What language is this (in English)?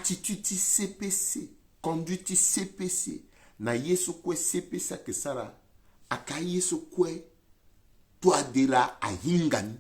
Sango